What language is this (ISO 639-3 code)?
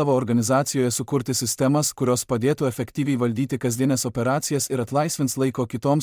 lit